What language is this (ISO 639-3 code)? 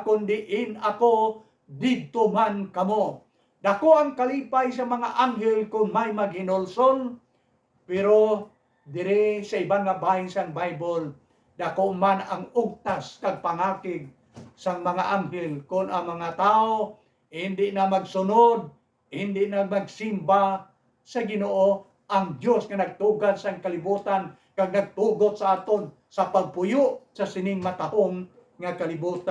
hil